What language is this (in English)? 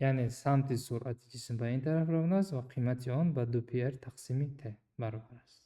Tajik